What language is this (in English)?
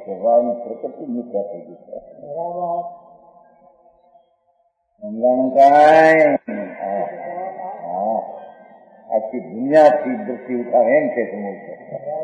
Gujarati